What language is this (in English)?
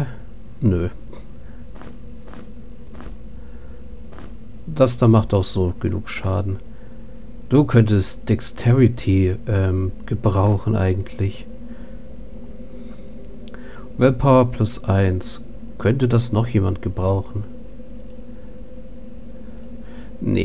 German